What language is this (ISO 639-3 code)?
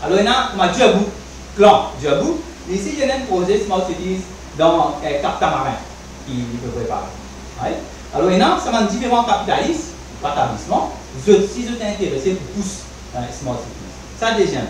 mfe